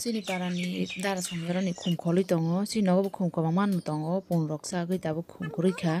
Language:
Kok Borok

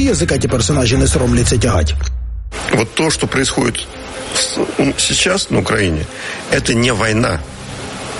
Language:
Ukrainian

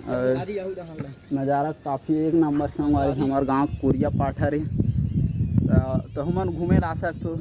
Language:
Chhattisgarhi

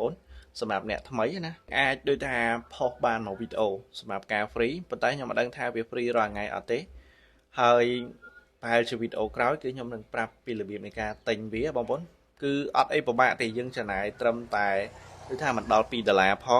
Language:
Khmer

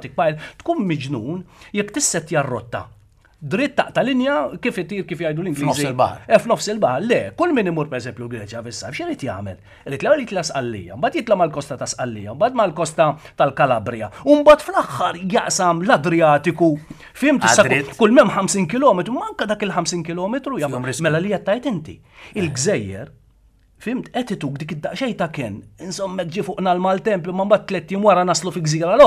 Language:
Maltese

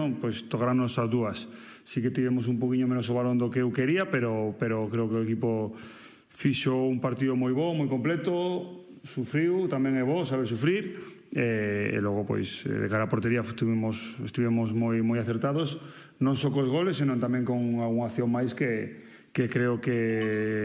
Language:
Galician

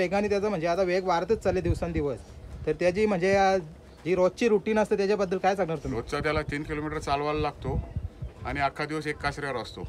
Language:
Marathi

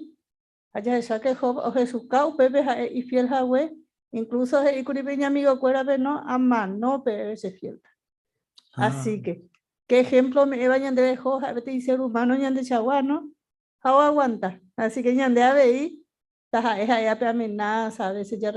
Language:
Guarani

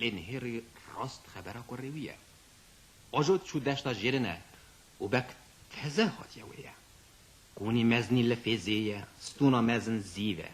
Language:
Kurdish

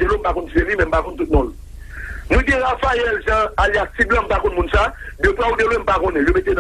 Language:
Haitian Creole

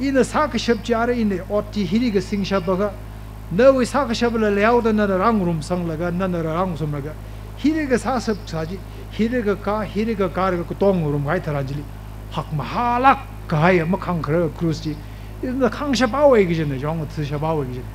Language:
Tangkhul Naga (India)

